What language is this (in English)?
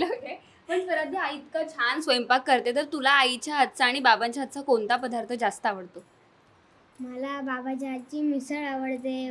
Marathi